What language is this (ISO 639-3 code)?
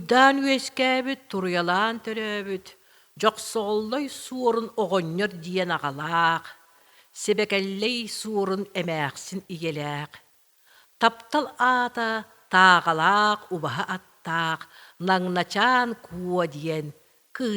sah